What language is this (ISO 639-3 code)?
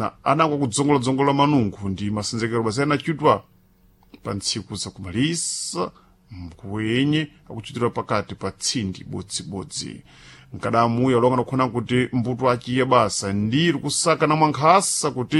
seh